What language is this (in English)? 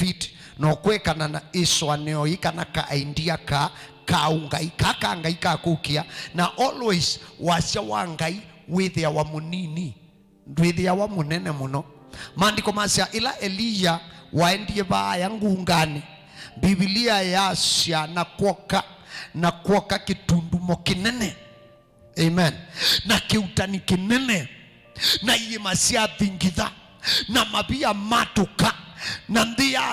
Kamba